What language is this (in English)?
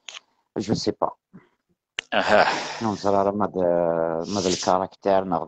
Kabyle